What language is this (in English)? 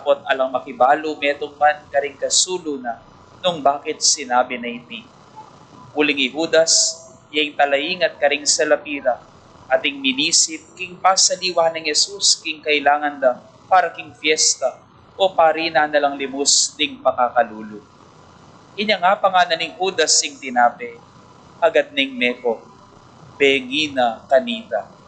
Pampanga